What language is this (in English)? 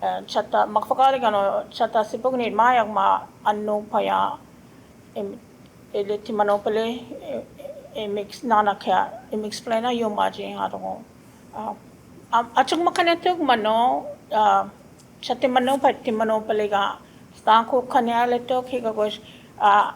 Choctaw